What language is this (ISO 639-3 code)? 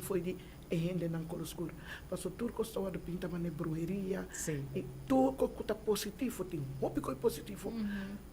pap